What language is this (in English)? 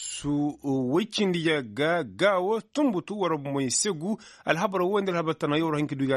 Koyraboro Senni